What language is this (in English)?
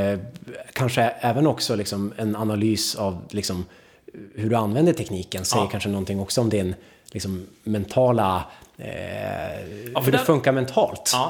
Swedish